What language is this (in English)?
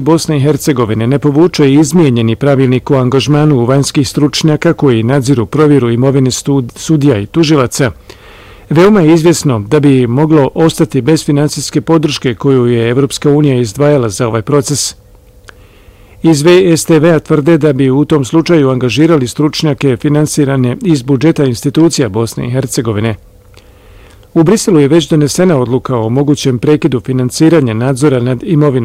Bosnian